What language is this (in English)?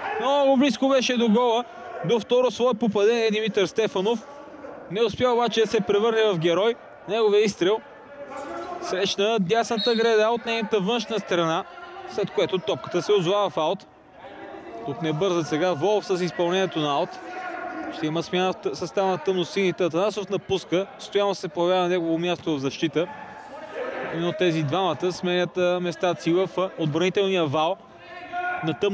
Bulgarian